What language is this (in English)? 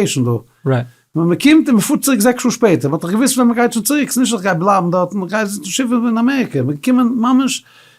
Yiddish